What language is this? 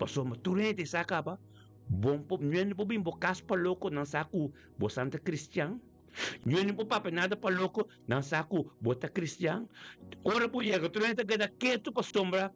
Papiamento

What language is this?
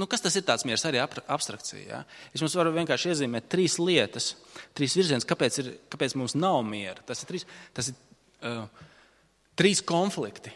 Latvian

